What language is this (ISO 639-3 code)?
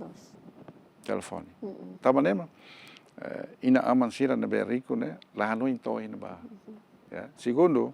tet